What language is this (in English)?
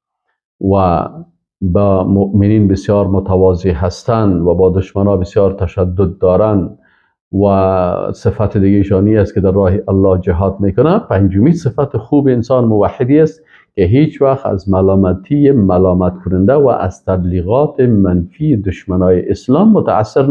Persian